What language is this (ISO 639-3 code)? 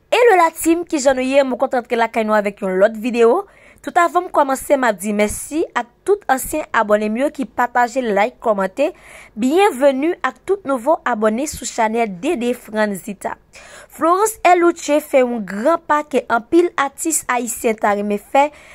hat